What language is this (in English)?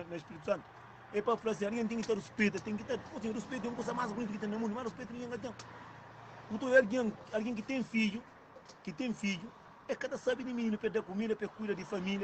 Kabuverdianu